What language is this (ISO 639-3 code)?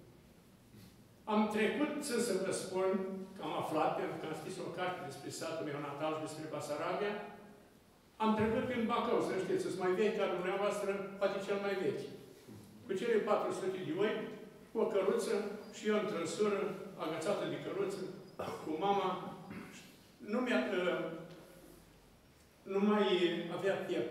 ron